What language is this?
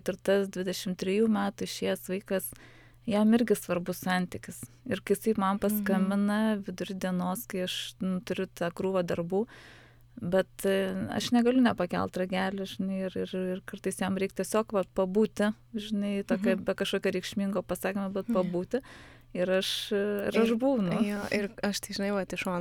Lithuanian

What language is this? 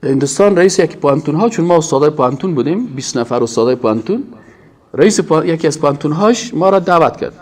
Persian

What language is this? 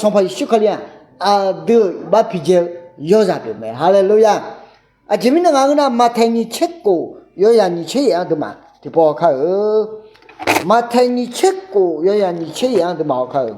Akha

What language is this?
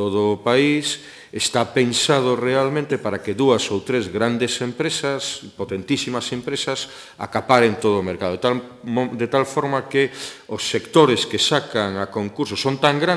Galician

